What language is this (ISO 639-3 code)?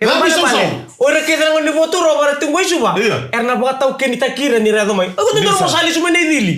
fij